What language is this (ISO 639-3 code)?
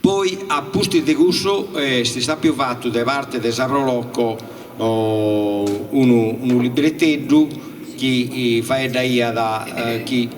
srd